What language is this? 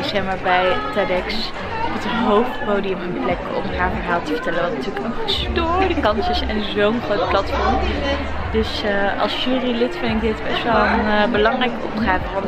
Dutch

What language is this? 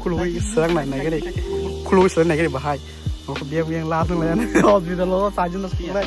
Kok Borok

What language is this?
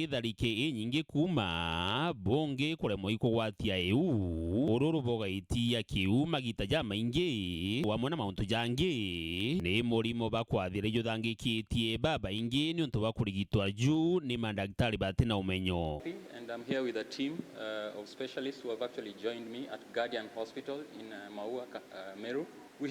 Meru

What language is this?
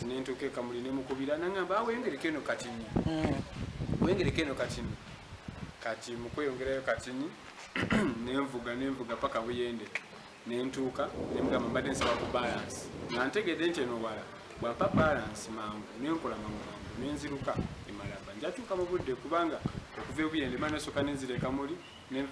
Ganda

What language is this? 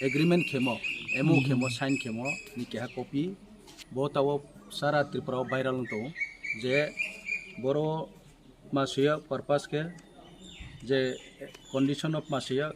Riang (India)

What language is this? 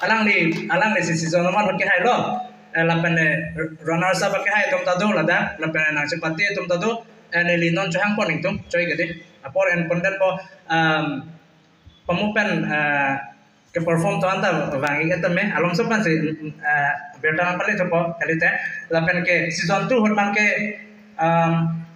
Karbi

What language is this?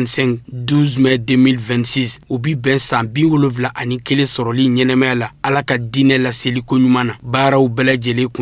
Bambara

